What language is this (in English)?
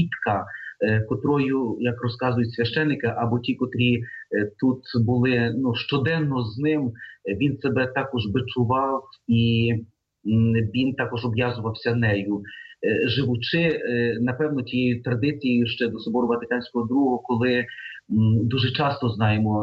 Ukrainian